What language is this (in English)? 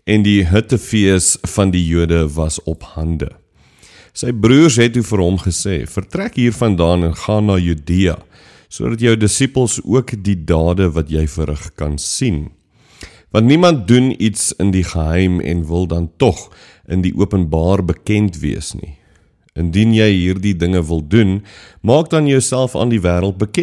Afrikaans